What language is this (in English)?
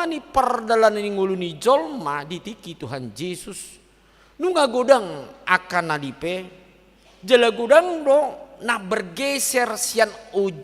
Batak Toba